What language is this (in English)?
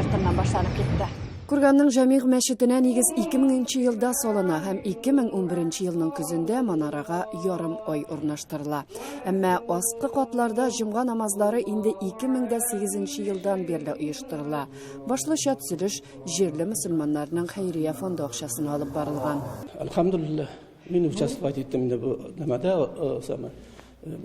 Tatar